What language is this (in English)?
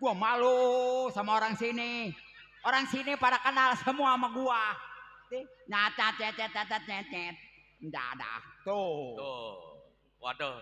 Betawi